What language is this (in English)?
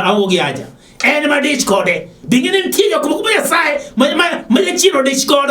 Luo (Kenya and Tanzania)